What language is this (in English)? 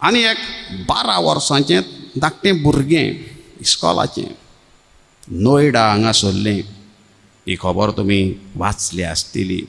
Konkani